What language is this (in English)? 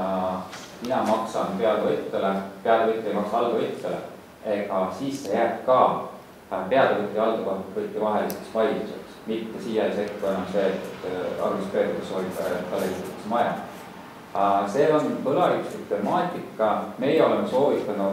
Estonian